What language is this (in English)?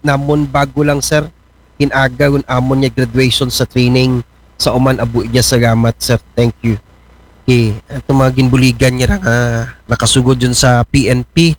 Aklanon